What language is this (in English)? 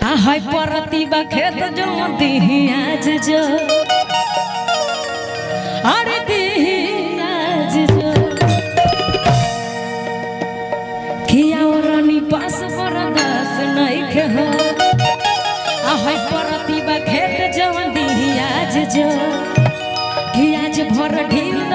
Bhojpuri